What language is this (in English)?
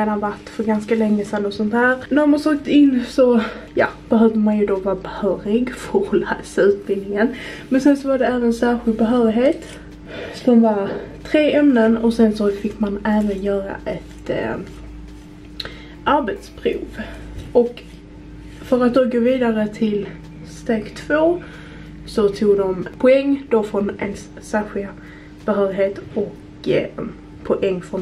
Swedish